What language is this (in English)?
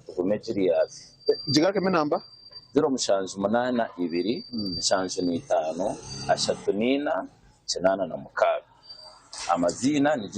Nyankole